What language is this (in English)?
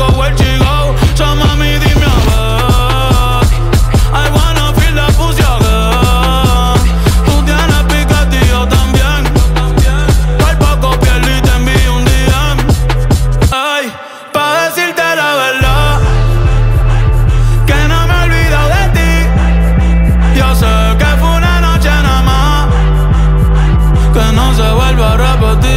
Spanish